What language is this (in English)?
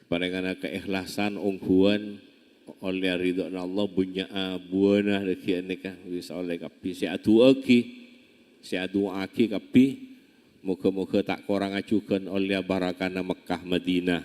Madurese